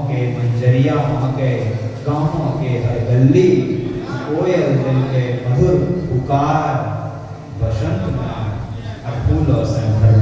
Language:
Angika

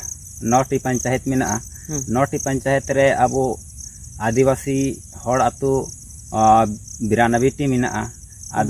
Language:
Santali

